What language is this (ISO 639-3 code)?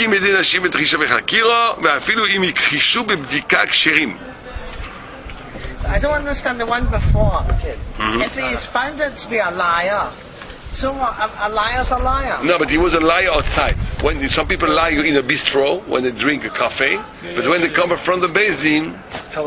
heb